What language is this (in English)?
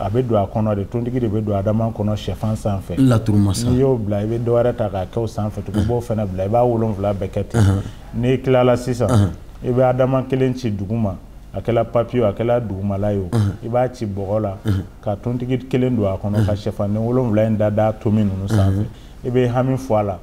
Bambara